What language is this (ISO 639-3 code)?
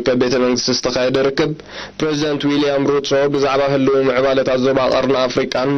tir